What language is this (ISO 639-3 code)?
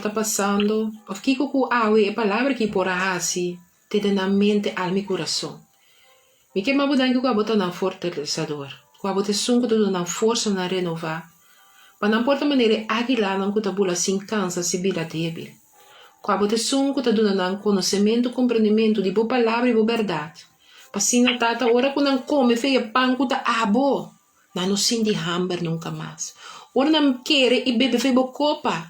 pap